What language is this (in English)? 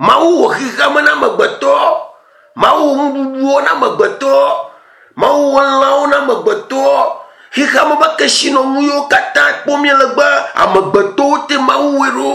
Ewe